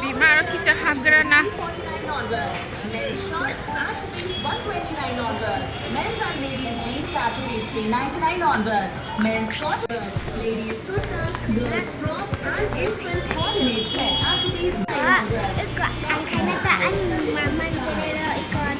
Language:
Kok Borok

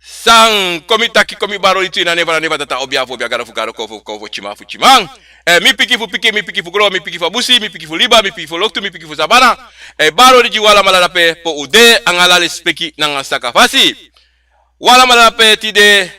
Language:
Sranan Tongo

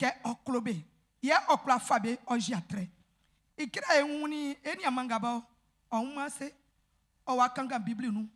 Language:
Baoulé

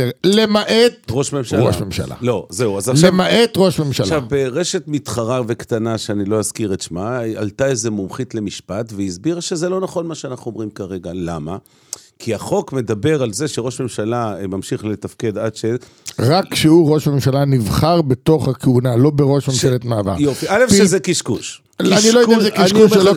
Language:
Hebrew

